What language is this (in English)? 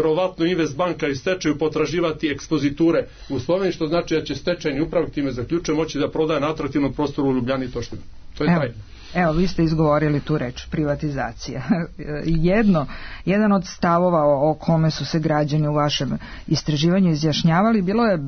Serbian